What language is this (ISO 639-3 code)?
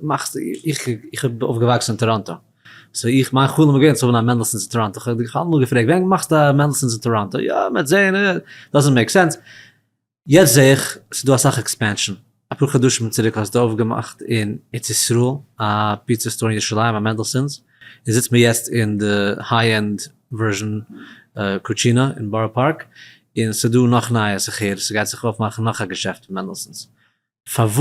yid